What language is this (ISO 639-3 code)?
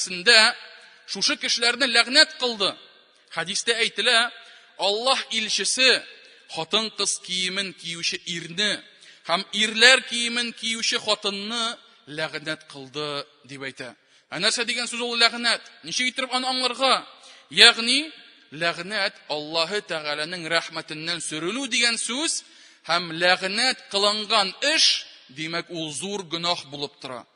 tat